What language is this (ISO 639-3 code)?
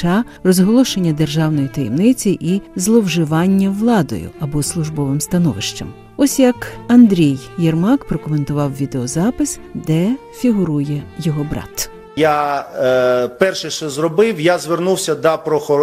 ukr